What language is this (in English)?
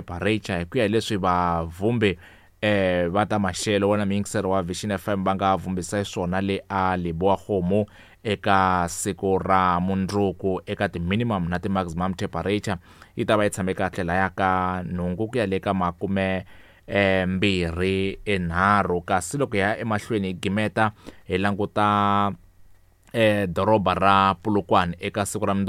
Tsonga